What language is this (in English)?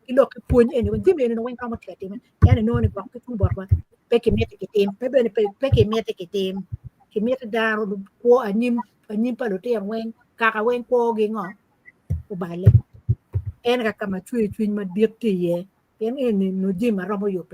Acoli